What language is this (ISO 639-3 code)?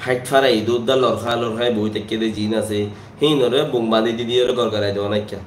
rhg